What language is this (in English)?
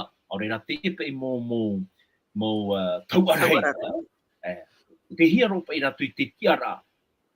Tahitian